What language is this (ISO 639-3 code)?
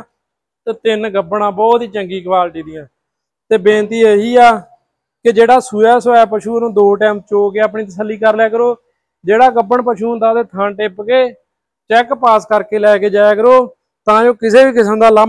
pan